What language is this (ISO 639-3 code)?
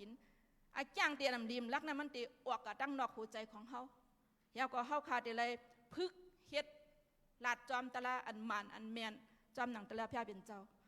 shn